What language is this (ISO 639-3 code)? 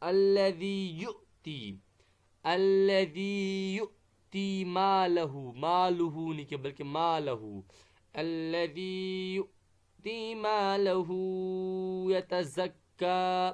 kas